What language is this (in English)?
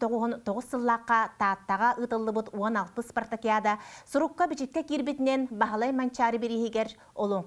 Yakut